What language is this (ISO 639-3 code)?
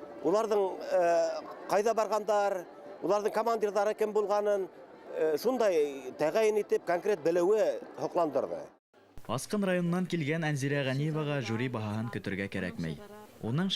bak